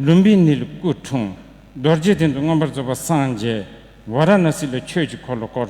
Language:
Tibetan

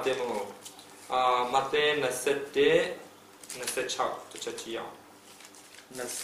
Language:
Burmese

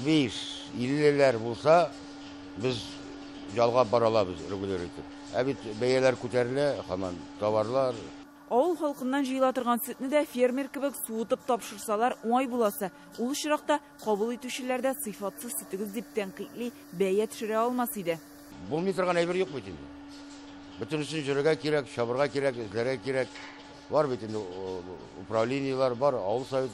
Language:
Tatar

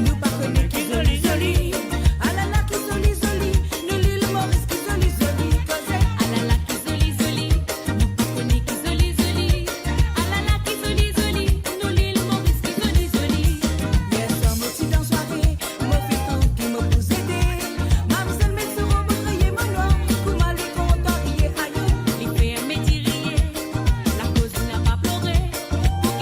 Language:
Morisyen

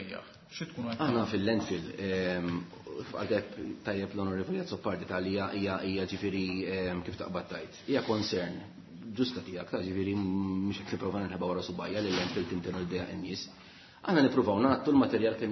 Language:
Maltese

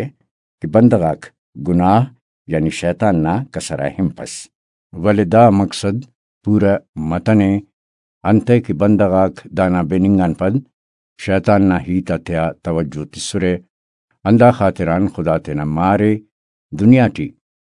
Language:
Brahui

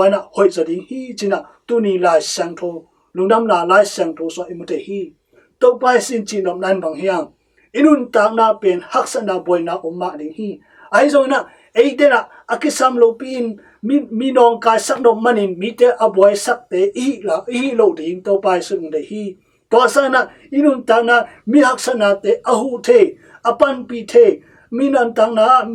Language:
Tedim Chin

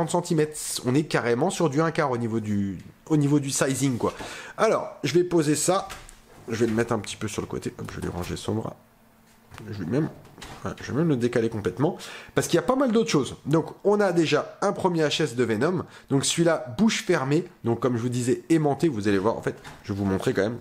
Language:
French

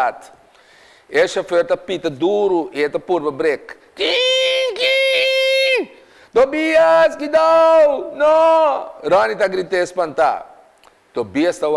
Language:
Papiamento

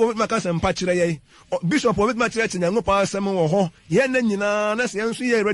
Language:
Akan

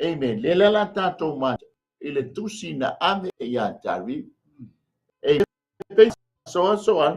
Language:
Samoan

